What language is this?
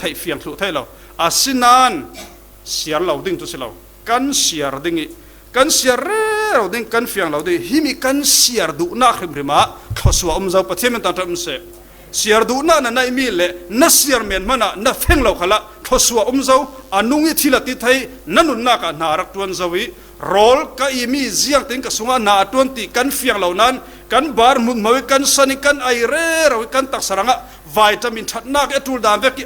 Falam Chin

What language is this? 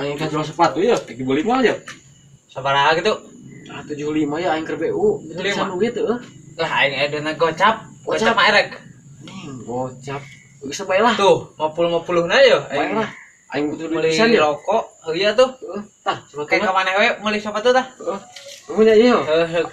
Sundanese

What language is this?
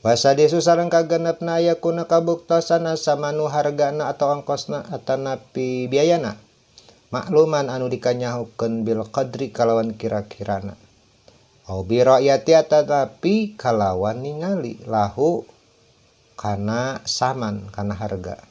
Sundanese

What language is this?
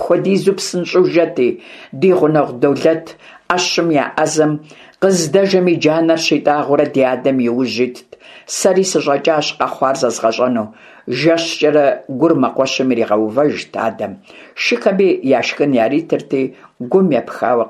Kabardian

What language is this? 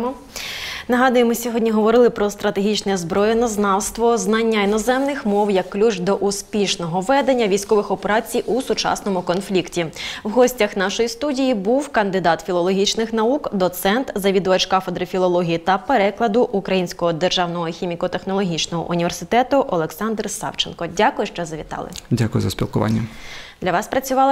Ukrainian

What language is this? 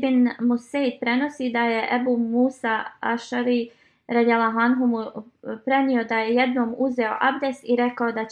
Bosnian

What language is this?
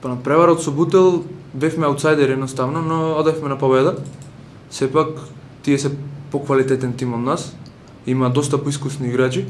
Macedonian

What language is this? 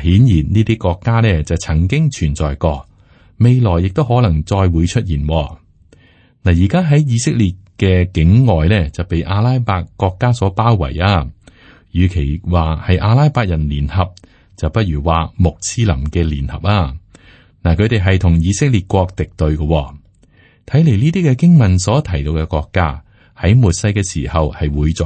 Cantonese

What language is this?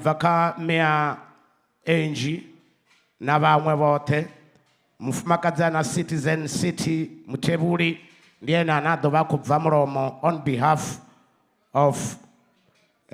Venda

